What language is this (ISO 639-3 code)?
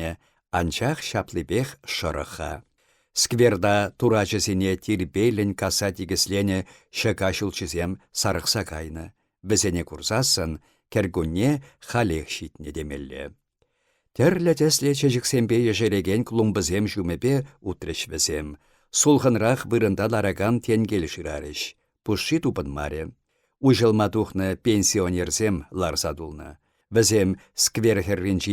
chv